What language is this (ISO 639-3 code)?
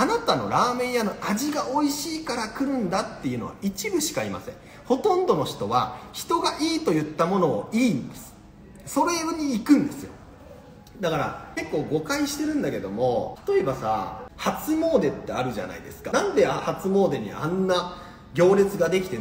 jpn